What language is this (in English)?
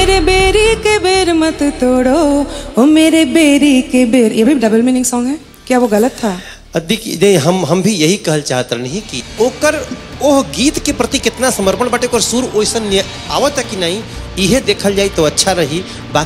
Bhojpuri